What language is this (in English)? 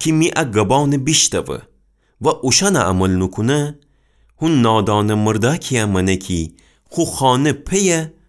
Gilaki